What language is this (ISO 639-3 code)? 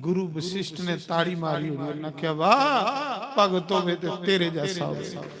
doi